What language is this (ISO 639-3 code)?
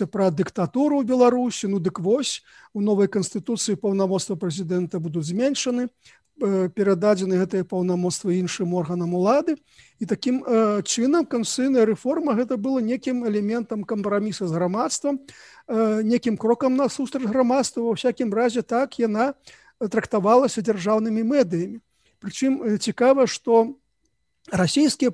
bel